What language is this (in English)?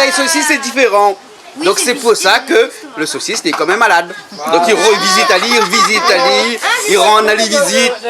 Réunion Creole French